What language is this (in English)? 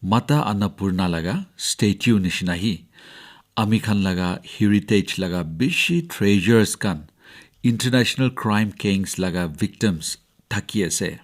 Naga Pidgin